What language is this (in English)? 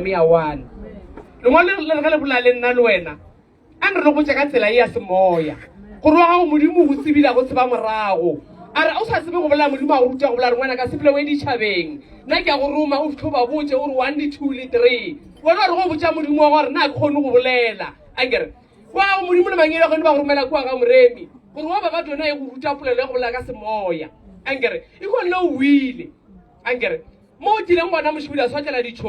Northern Sotho